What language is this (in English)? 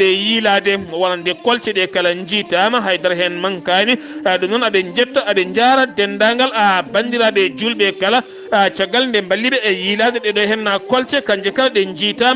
Fula